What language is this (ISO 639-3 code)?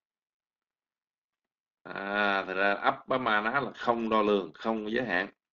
vie